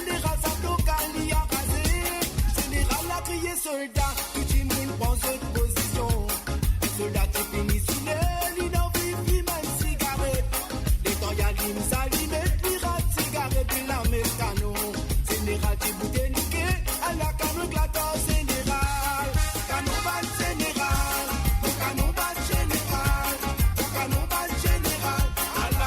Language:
Morisyen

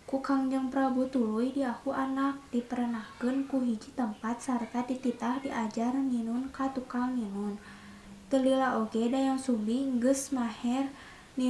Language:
Sundanese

